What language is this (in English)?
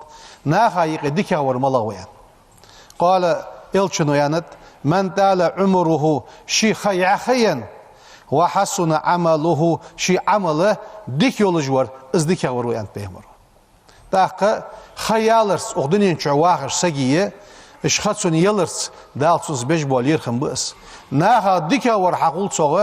Ingush